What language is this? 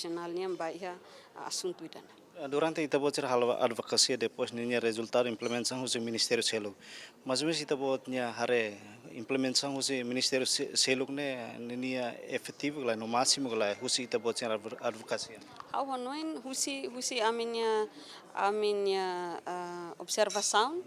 Tetum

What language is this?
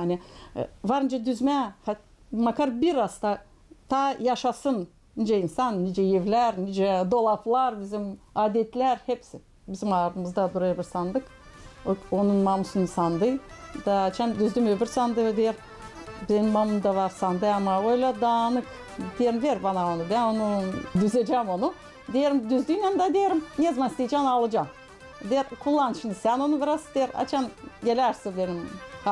Gagauz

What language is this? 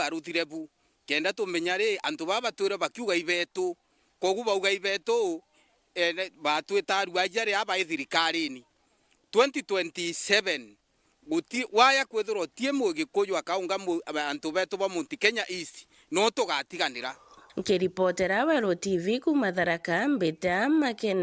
Meru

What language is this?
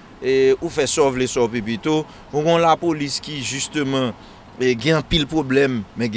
Haitian Creole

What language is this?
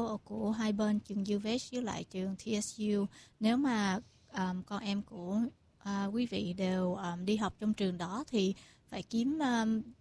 Vietnamese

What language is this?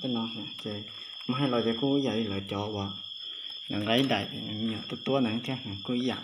Hmong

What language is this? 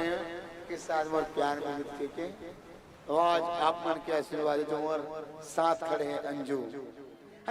Chhattisgarhi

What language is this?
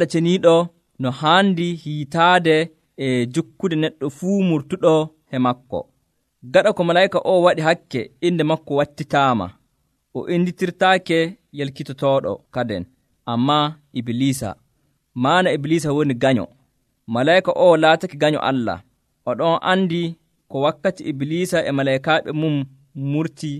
Nigerian Fulfulde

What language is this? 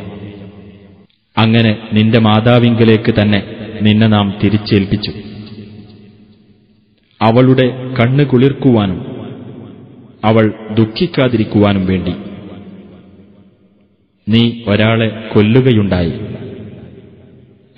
Malayalam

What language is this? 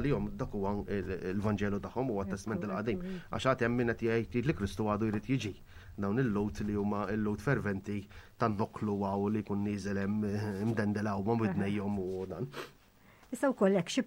Maltese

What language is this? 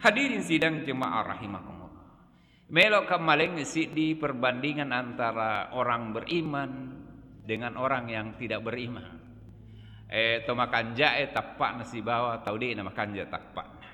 Buginese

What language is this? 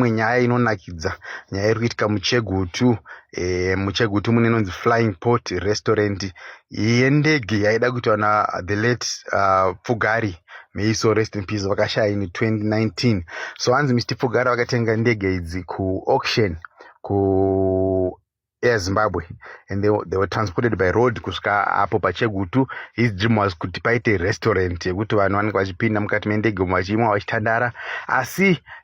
Shona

